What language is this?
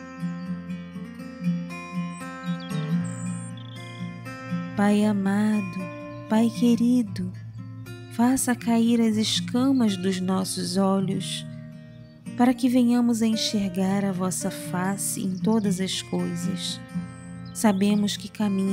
Portuguese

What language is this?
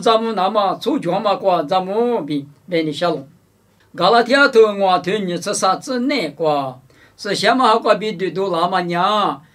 Lisu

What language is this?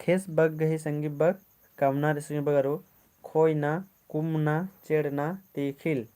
Kurukh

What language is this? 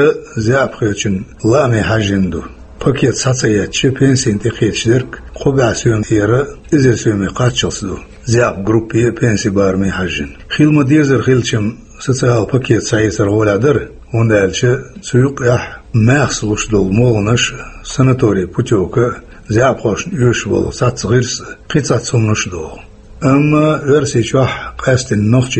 Chechen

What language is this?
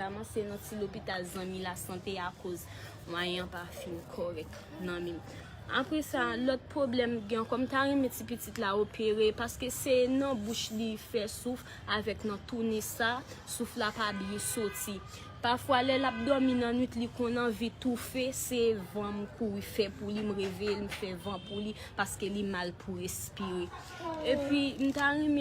Haitian Creole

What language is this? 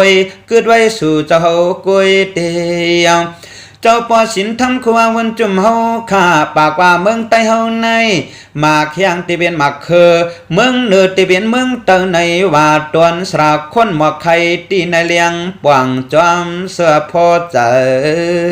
Shan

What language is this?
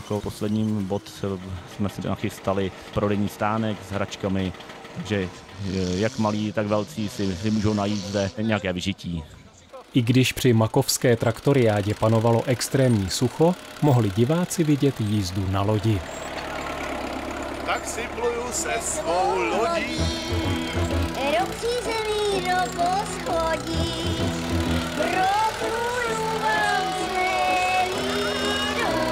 Czech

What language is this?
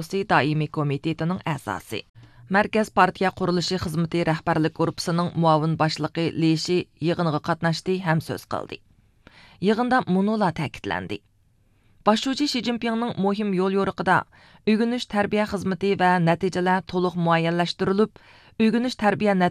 Uyghur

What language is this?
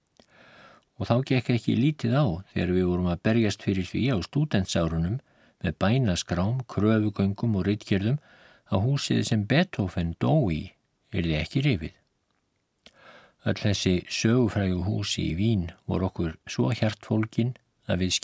Icelandic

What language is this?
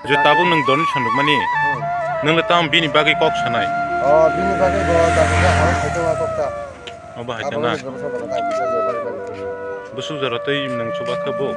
Kok Borok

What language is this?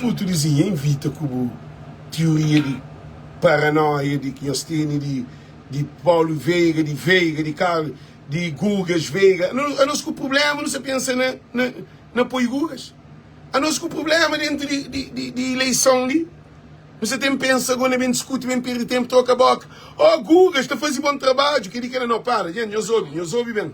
Kabuverdianu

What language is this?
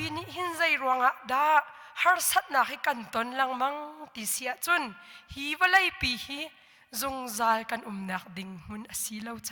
Hakha Chin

